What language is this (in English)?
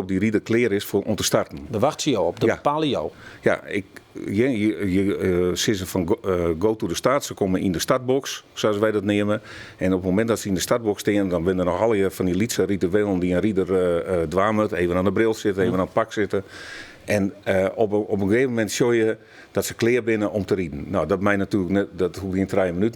Western Frisian